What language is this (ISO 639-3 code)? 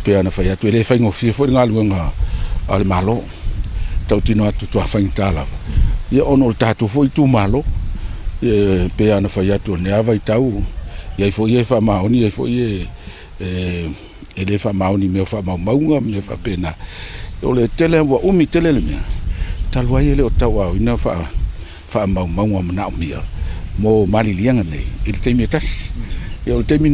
smo